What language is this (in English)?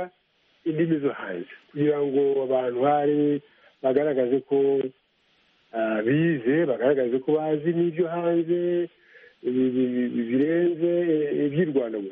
Kinyarwanda